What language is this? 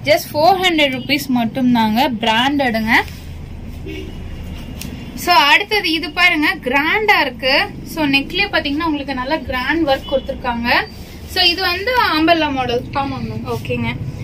Tamil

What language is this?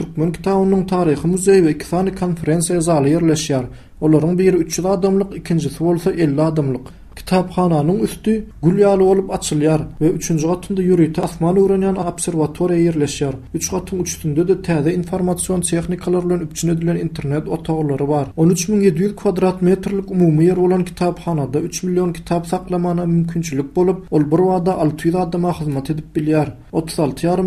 Turkmen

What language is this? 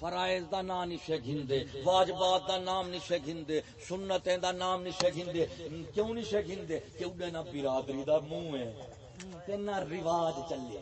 Saraiki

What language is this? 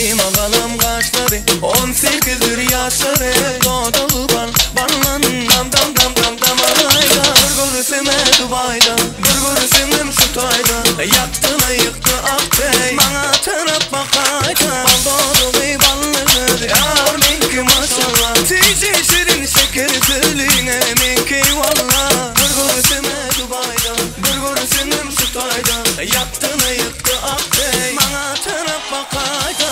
Turkmen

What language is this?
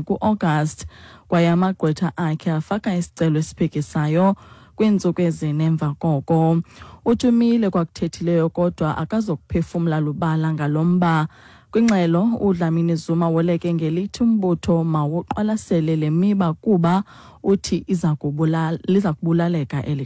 Xhosa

